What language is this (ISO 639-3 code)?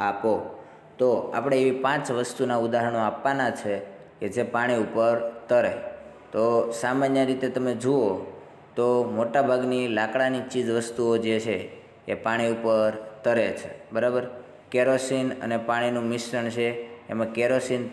guj